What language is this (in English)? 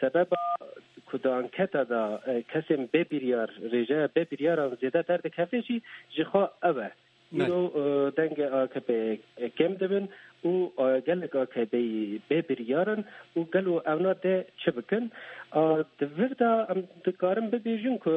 Kurdish